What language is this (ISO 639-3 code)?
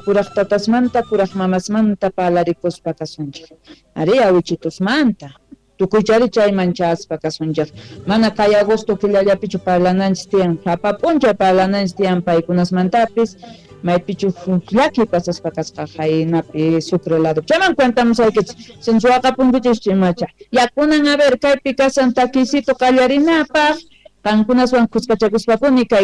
quh